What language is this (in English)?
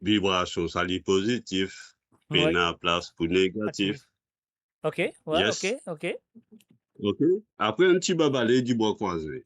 Morisyen